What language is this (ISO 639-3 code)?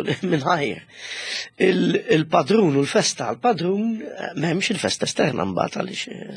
mlt